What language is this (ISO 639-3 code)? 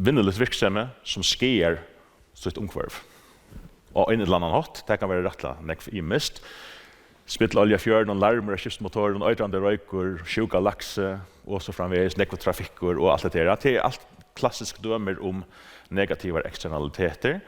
fao